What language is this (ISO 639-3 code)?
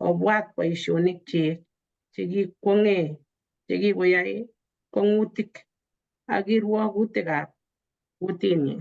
kln